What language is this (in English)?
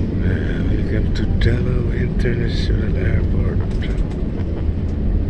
Filipino